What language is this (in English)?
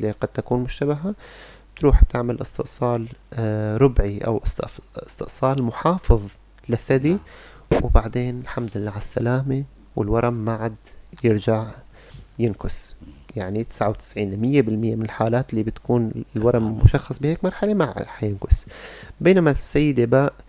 North Levantine Arabic